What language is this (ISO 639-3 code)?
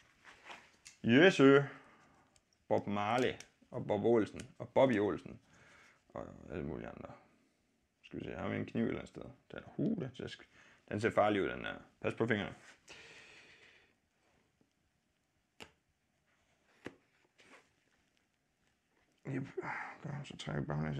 dan